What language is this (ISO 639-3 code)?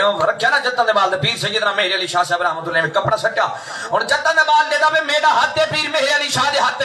skr